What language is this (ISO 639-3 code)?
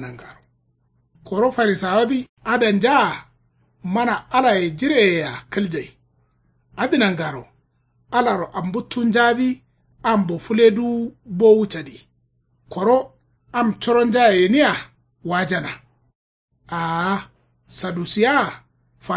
kau